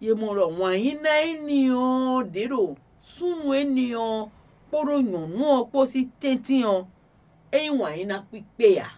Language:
Fon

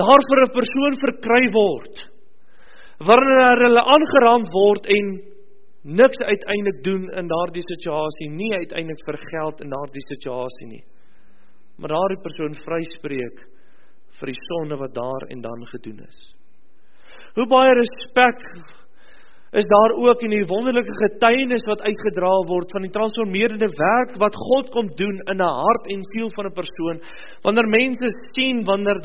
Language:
Afrikaans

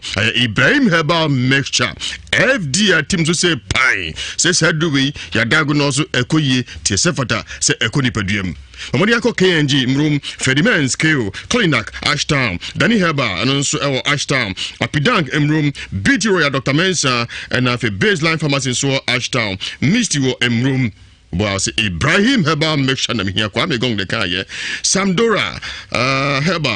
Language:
Akan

